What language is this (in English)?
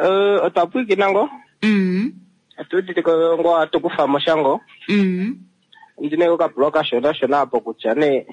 Kuanyama